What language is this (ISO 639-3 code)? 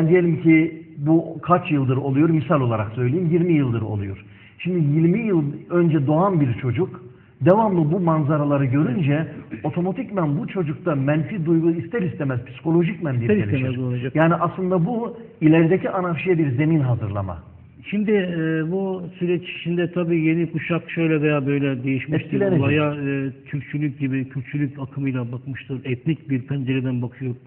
tur